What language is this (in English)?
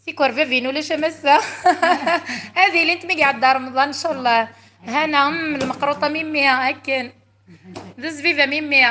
Kabyle